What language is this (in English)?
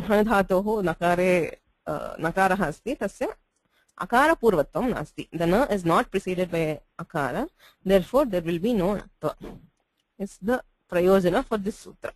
Sanskrit